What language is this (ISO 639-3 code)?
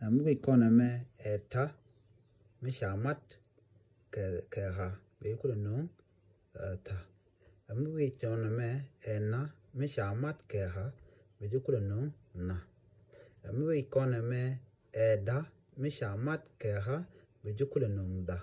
nus